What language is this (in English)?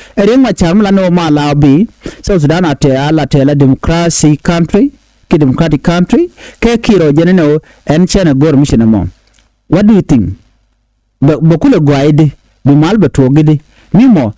Nuer